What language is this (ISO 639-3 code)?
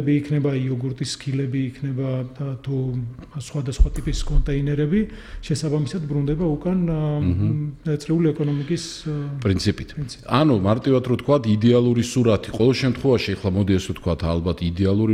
kat